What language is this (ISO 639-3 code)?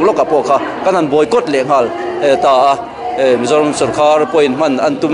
lus